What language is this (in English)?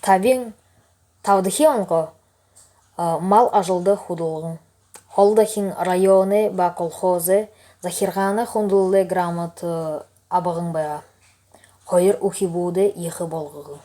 Buriat